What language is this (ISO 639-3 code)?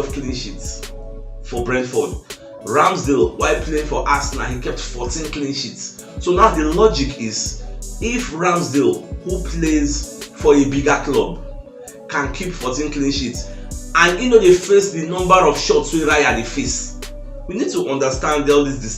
pcm